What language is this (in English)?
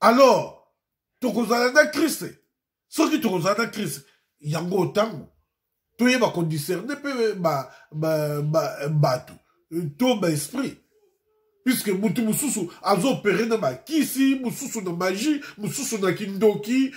Lingala